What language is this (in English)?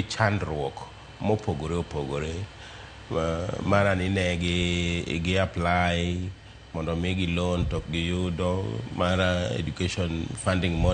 Luo (Kenya and Tanzania)